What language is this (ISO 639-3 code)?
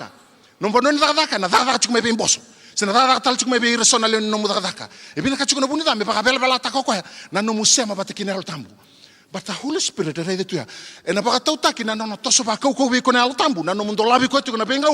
fij